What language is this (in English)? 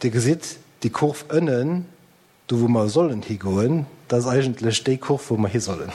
Luxembourgish